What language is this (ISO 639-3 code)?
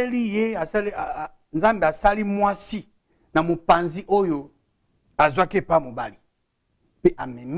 lin